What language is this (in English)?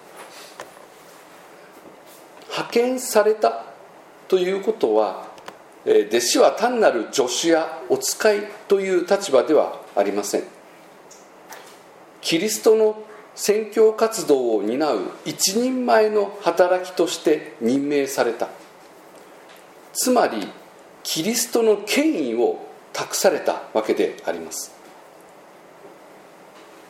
Japanese